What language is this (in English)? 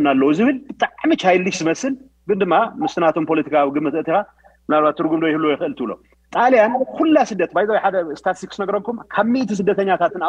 Tigrinya